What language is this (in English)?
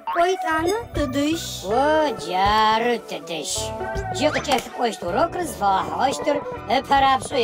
Adyghe